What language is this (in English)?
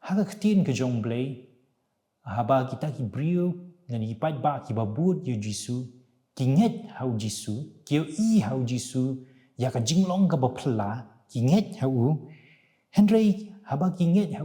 Khasi